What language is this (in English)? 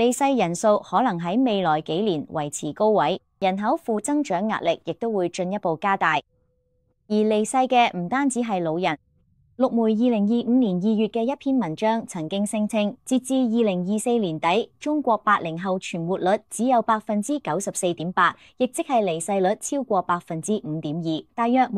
Cantonese